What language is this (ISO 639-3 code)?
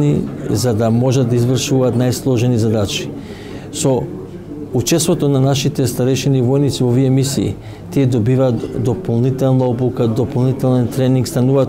mkd